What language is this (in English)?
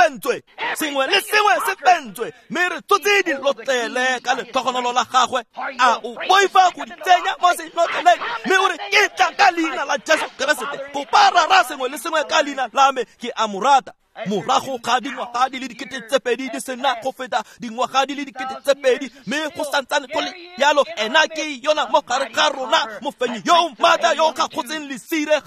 Tswana